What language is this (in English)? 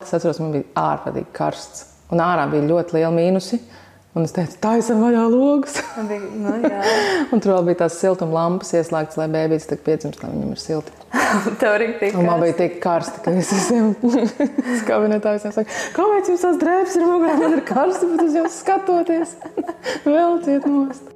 Latvian